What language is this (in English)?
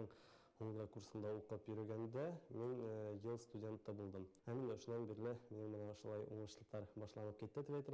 Bashkir